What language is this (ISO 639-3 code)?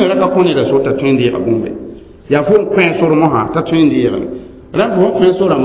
mos